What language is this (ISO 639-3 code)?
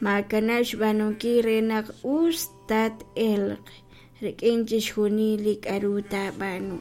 kek